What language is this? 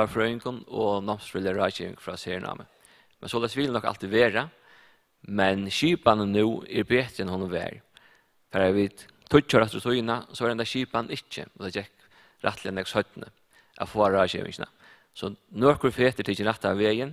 Faroese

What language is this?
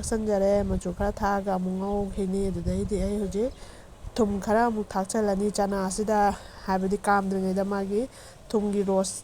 Manipuri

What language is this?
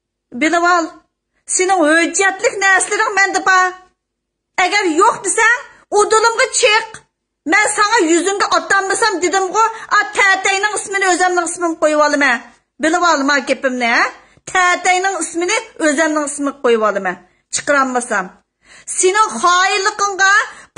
Uyghur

